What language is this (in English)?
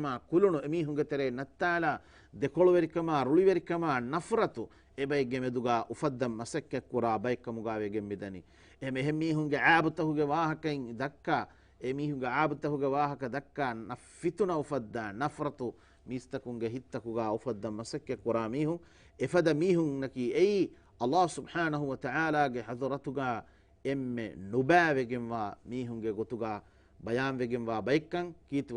Divehi